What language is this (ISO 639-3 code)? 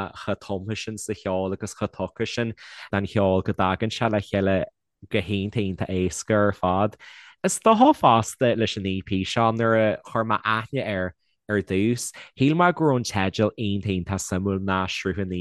gle